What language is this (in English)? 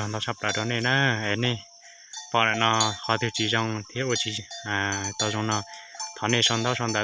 Hmong